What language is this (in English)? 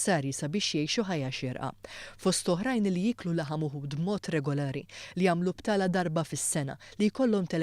Maltese